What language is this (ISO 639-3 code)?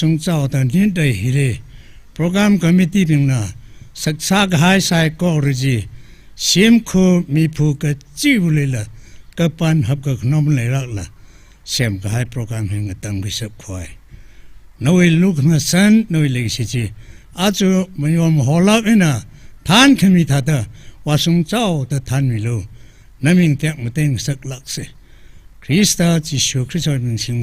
nmf